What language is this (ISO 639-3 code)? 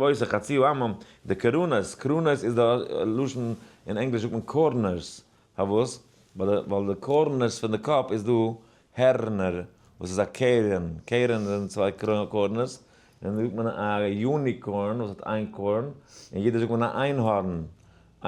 yid